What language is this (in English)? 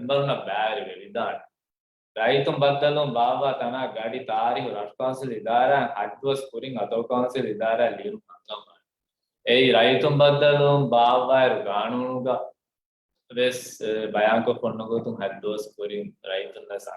Divehi